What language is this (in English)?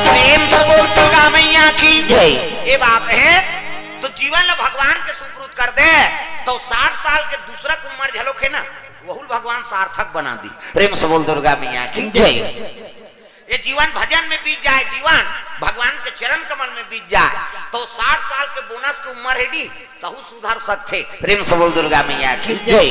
Chhattisgarhi